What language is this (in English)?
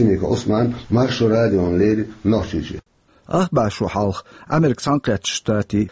Chechen